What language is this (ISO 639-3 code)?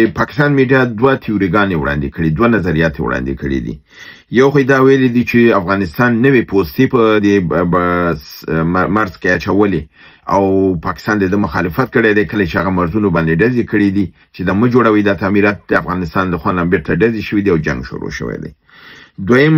pus